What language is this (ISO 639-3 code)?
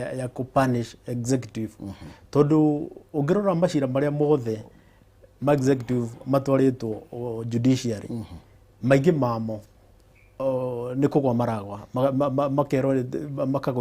kik